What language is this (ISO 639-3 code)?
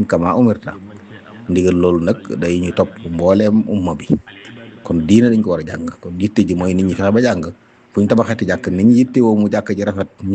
wol